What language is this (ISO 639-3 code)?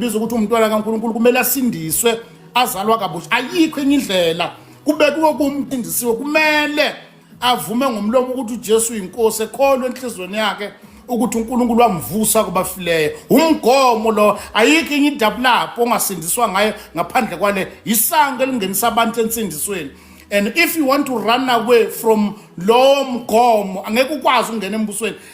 zul